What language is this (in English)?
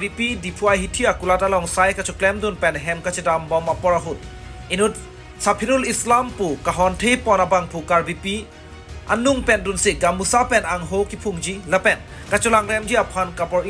Karbi